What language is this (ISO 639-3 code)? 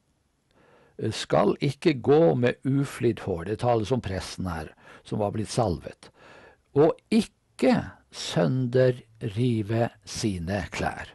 nor